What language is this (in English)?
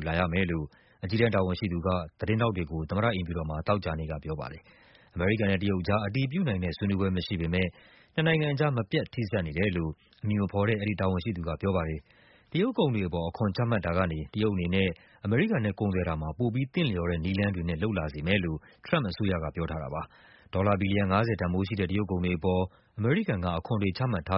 Burmese